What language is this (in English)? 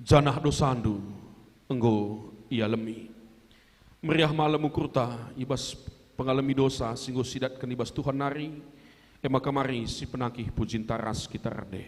Batak Karo